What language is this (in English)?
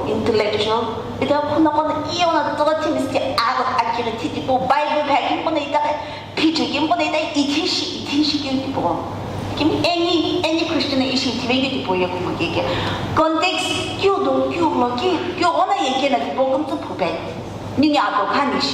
Sumi Naga